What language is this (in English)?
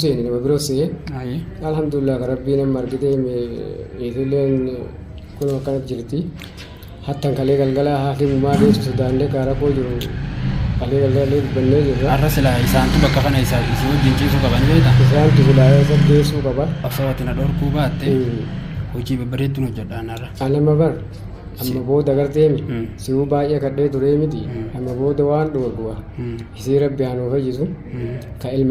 Oromo